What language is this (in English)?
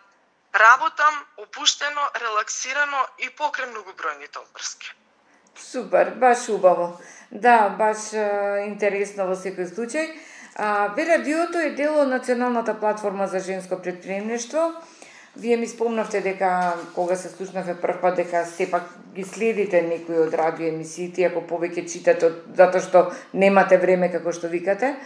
Macedonian